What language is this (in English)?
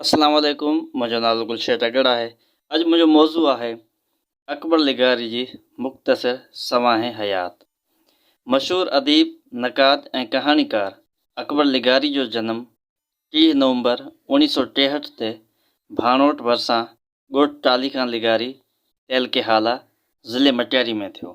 Sindhi